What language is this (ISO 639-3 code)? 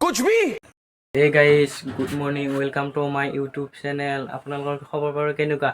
asm